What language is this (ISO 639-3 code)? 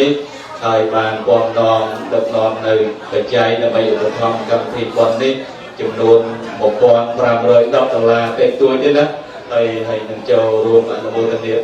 khm